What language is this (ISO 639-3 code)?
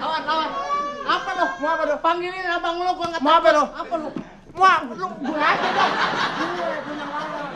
bew